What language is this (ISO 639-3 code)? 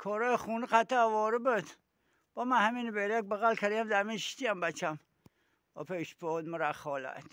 tgk